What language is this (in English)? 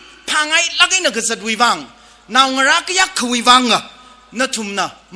Tangkhul Naga (India)